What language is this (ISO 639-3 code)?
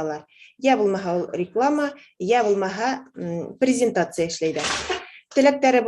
bak